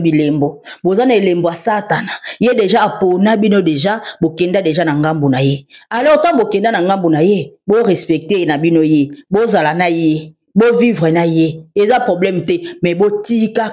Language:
Lingala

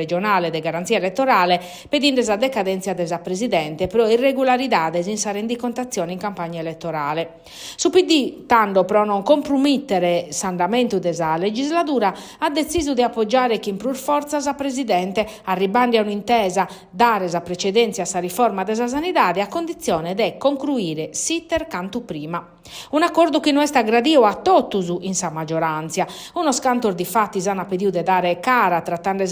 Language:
Sardinian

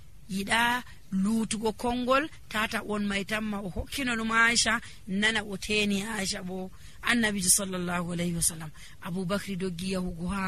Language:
Nigerian Fulfulde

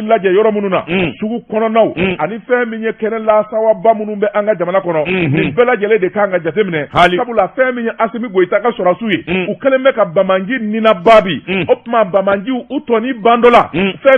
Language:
Bambara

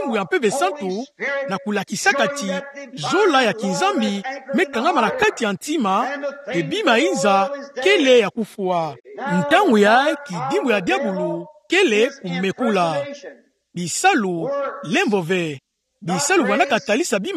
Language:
Kituba (Democratic Republic of Congo)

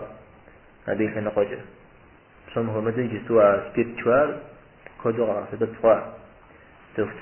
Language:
Kabardian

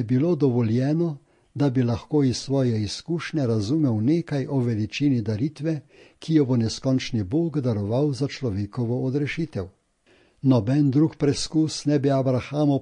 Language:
Slovenian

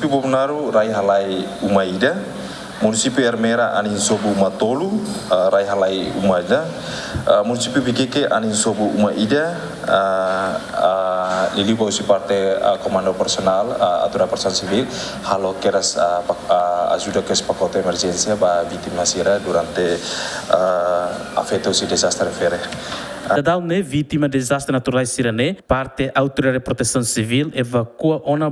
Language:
Tetum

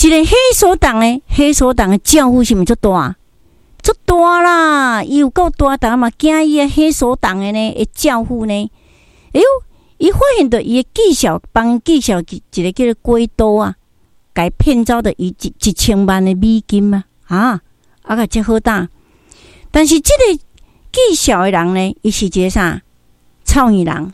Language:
Min Nan Chinese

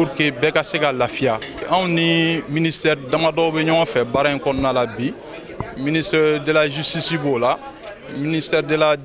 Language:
Bambara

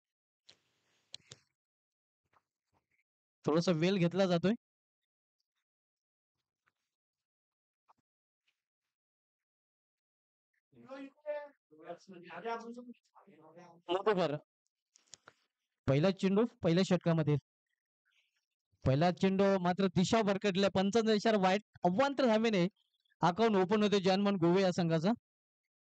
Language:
Marathi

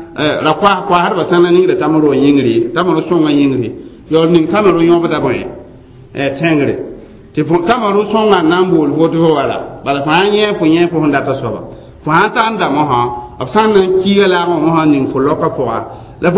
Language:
Mossi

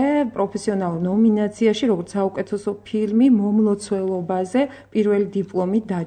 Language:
Georgian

